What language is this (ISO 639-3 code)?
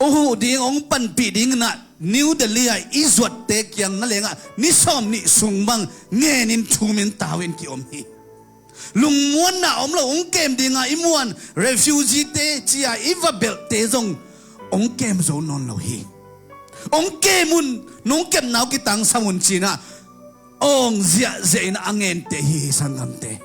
ctd